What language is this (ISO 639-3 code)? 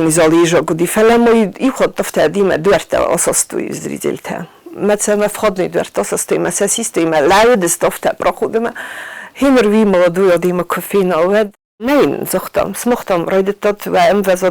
oss